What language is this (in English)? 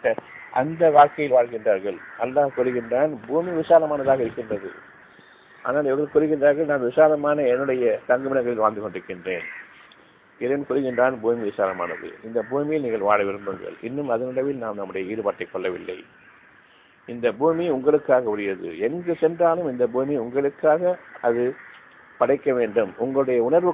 Tamil